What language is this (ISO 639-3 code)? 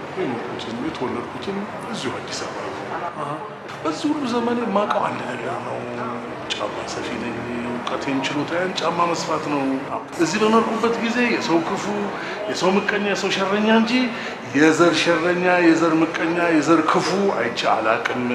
amh